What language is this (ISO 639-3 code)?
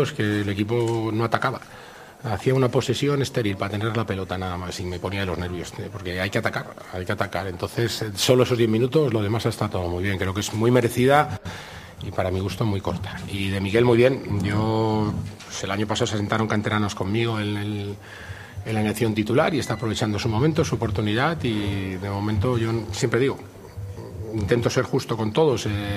spa